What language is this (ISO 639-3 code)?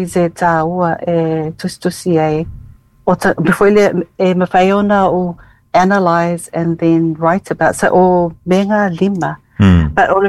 smo